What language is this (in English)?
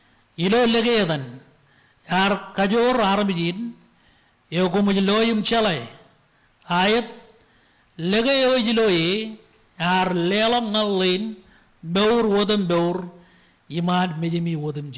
Marshallese